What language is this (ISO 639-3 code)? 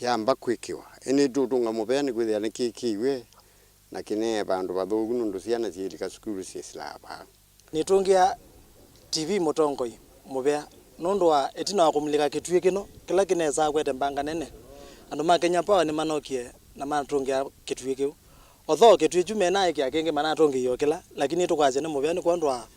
kam